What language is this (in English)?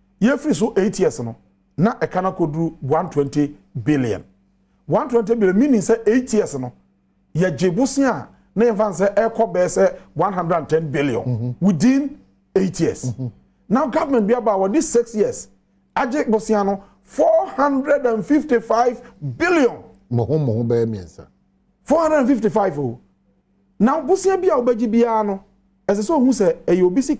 Akan